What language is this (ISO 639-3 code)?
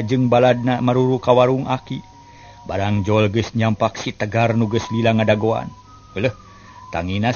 sun